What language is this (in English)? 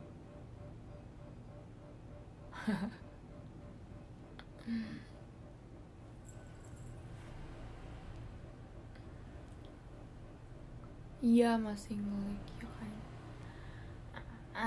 Indonesian